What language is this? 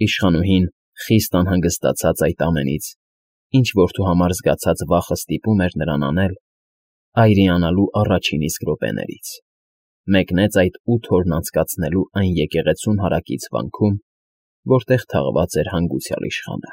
Armenian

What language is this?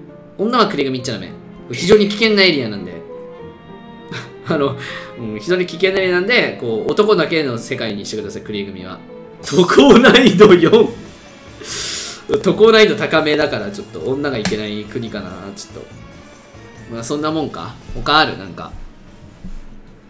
Japanese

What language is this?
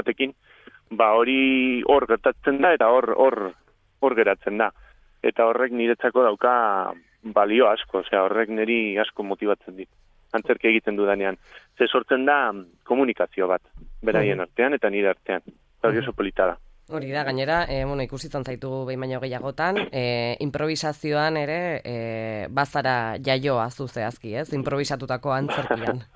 Basque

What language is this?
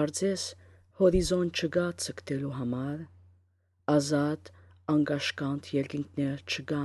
Armenian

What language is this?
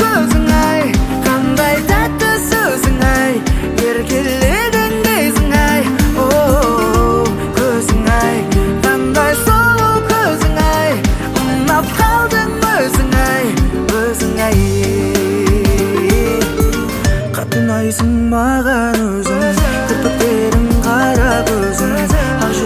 Kazakh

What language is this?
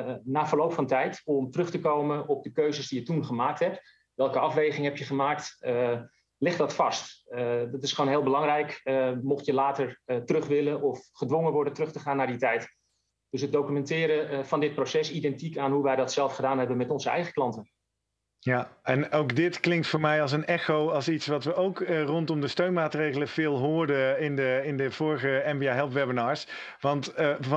Dutch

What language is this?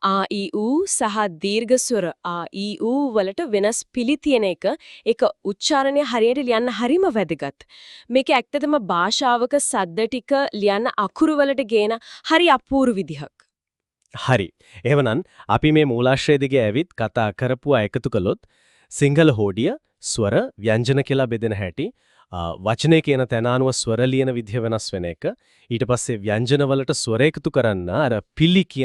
Sinhala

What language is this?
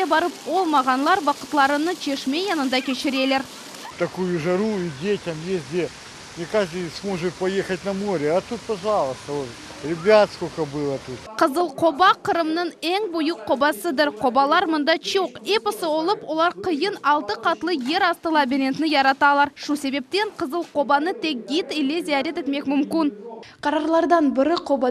Crimean Tatar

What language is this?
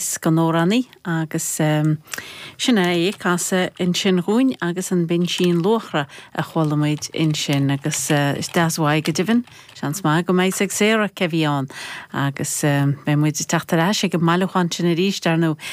Irish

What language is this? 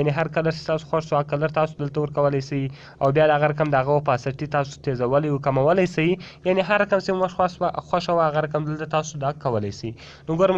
Pashto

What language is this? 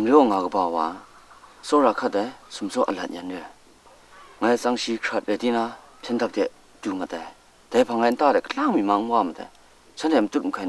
Kachin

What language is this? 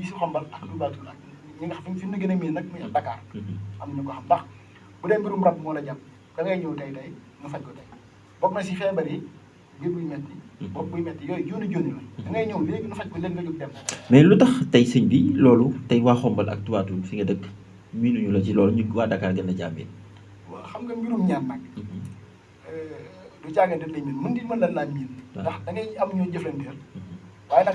Wolof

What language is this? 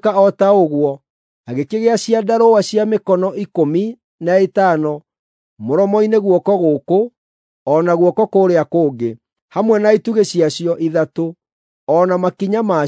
Kikuyu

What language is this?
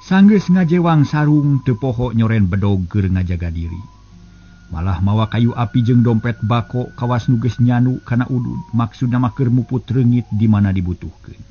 Sundanese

